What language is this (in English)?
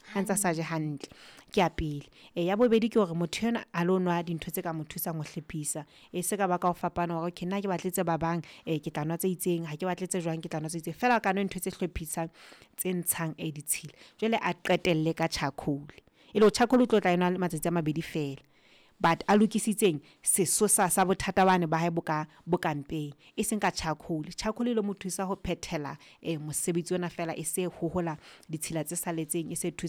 Southern Sotho